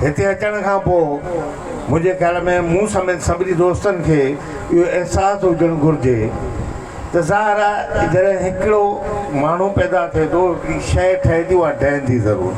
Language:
Sindhi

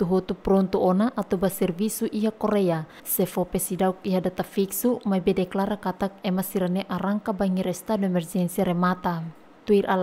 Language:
Tetum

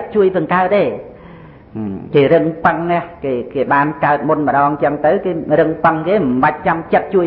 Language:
Khmer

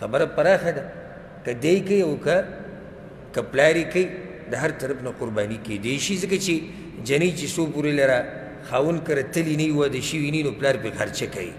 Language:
Pashto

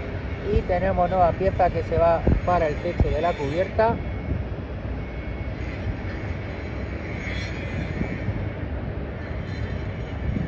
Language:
Spanish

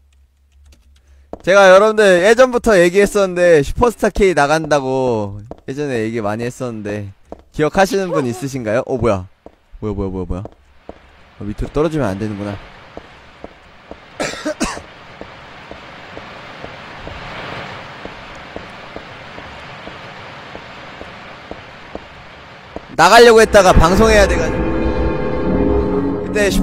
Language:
Korean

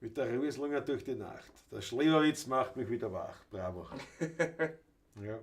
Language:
Bavarian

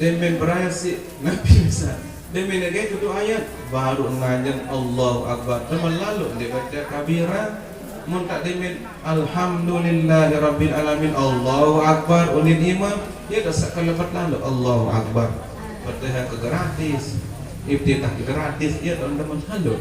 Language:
Sasak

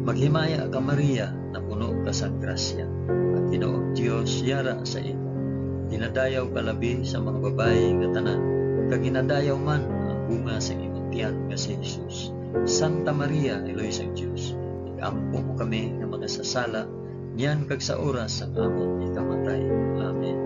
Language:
Hiligaynon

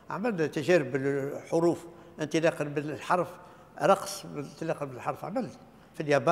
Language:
Tunisian Arabic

